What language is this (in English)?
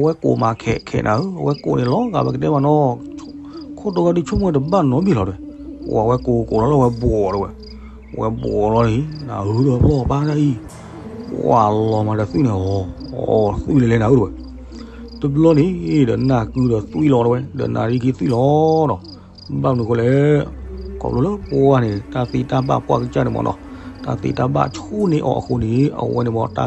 S'gaw Karen